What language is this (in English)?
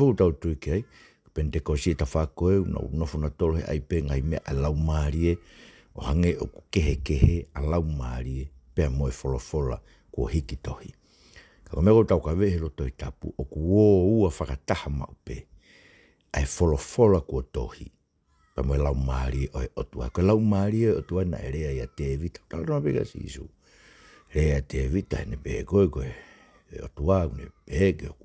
Tongan